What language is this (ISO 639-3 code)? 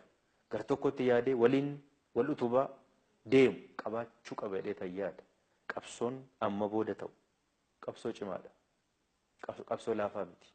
orm